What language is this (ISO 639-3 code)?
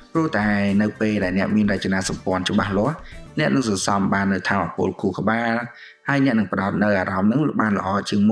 khm